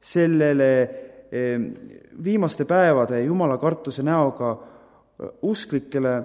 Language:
Estonian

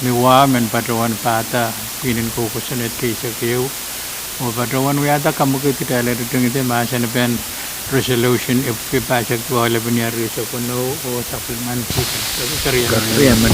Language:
Pohnpeian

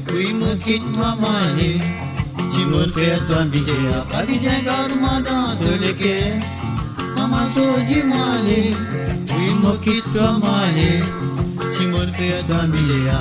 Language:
Morisyen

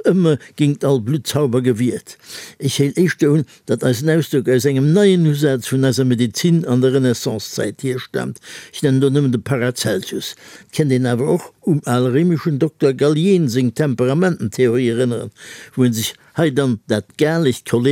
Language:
Luxembourgish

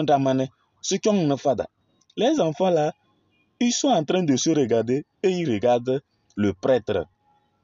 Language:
Kabiyè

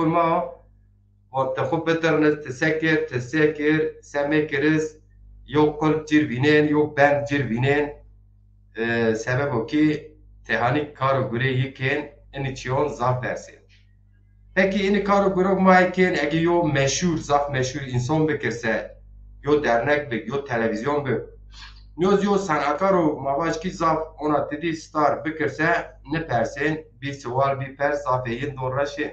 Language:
Zaza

